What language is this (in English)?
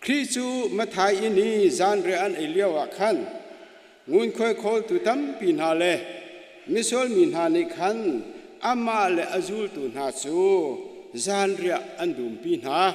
Hakha Chin